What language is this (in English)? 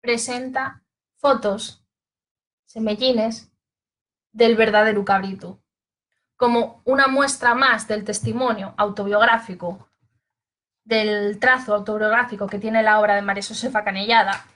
Asturian